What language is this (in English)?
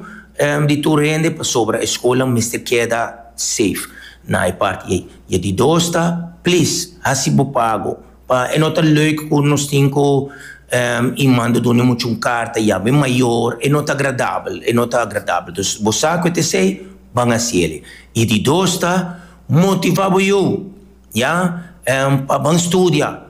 Papiamento